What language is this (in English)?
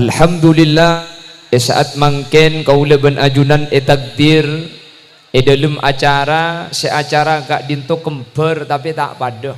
Madurese